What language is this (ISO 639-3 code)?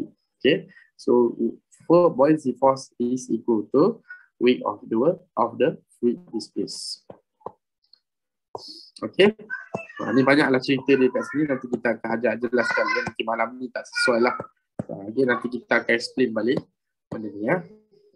msa